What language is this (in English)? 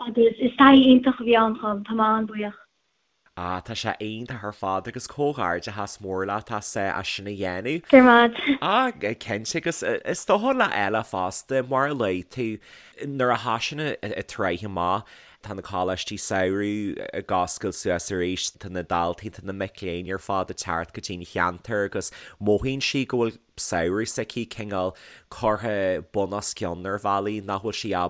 Irish